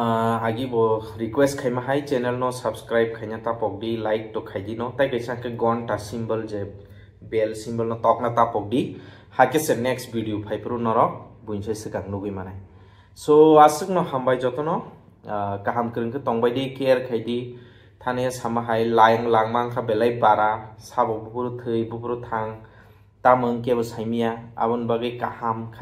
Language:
Kok Borok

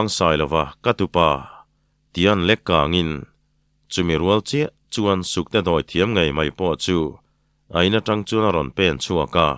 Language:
Mizo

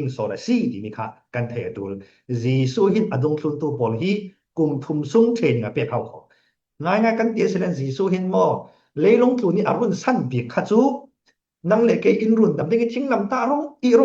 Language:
Falam Chin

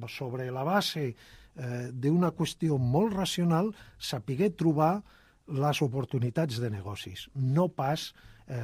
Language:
Catalan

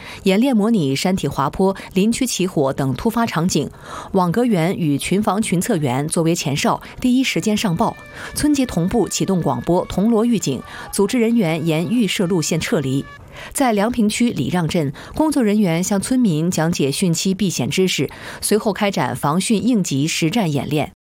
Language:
Chinese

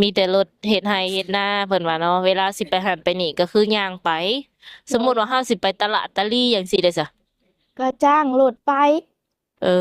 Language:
Lao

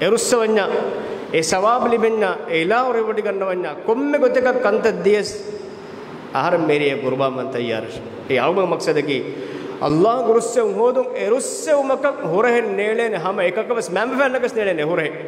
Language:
Divehi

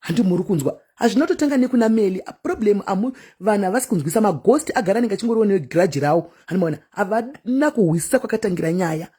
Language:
Shona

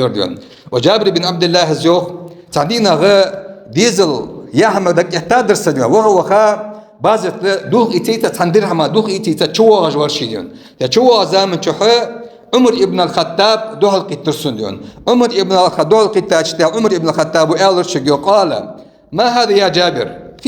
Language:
Ingush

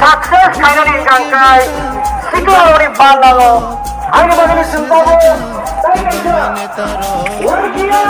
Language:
Kok Borok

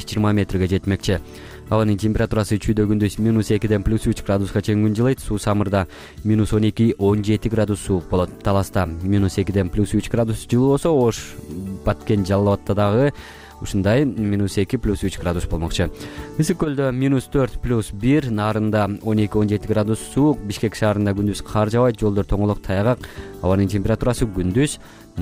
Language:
Kyrgyz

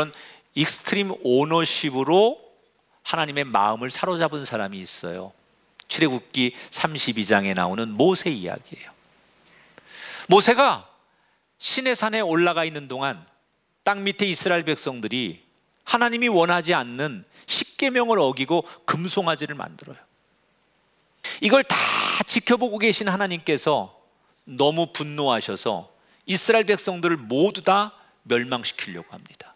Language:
Korean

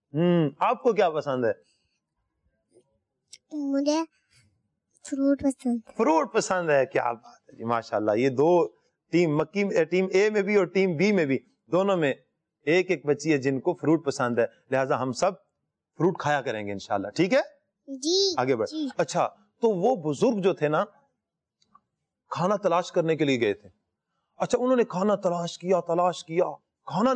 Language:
Urdu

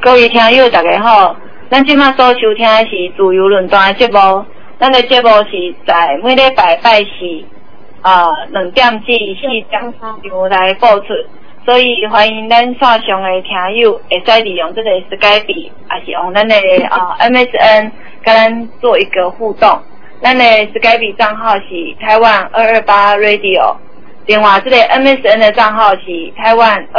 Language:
Min Nan Chinese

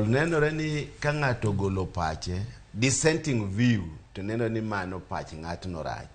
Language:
Luo (Kenya and Tanzania)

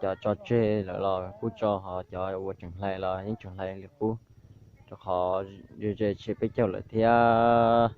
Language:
Hmong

